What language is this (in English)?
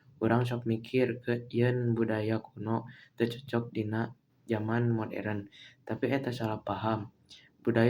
Sundanese